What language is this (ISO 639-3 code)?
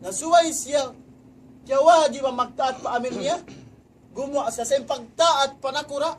tsg